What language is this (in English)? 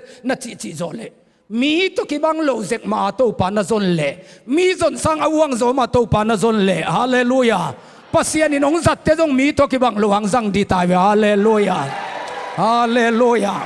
Tedim Chin